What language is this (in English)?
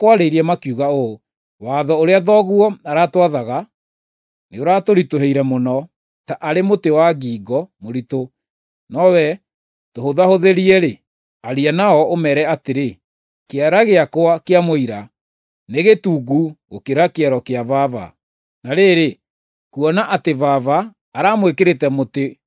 Kikuyu